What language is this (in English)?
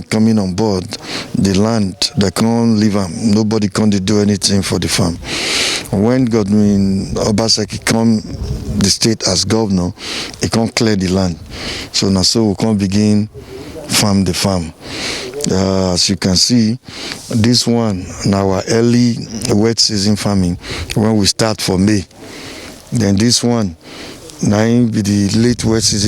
Nigerian Pidgin